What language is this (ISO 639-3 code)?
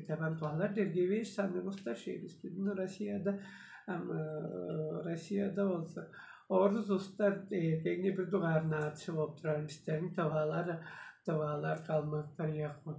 tyv